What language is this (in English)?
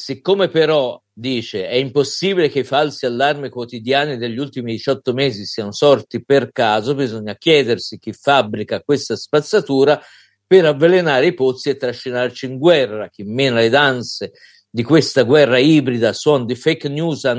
Italian